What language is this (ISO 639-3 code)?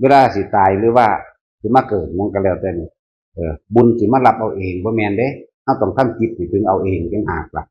tts